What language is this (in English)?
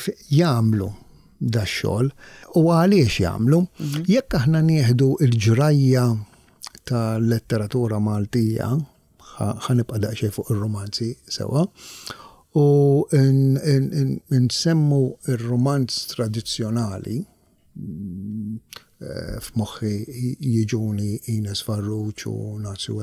Maltese